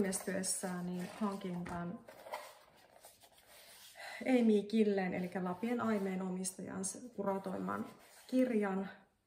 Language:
Finnish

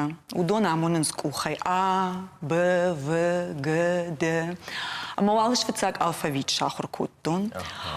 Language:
Ossetic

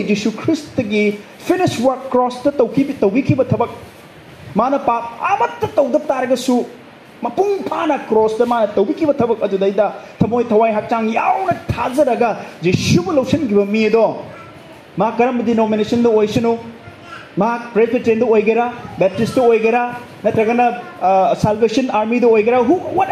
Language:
Manipuri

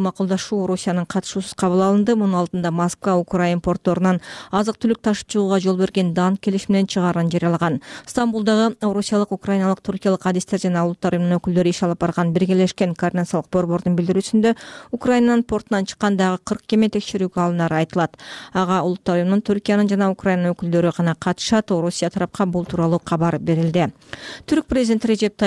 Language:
Kyrgyz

